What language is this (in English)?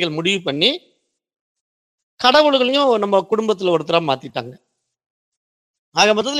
Tamil